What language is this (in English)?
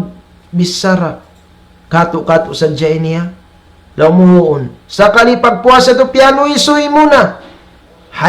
Tausug